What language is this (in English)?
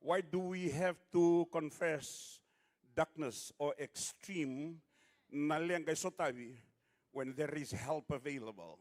Fijian